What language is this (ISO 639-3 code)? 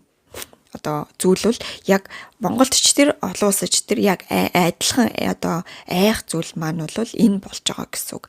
mon